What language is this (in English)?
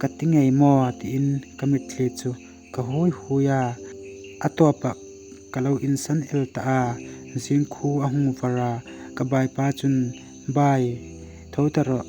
Hmar